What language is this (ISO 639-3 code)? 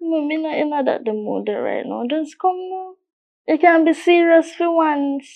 jam